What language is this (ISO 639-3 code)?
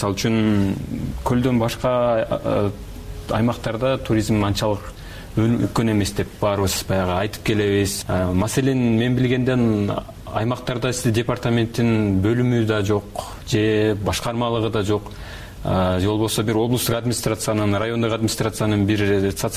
kir